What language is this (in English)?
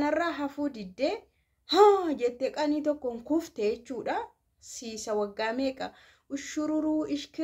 Oromo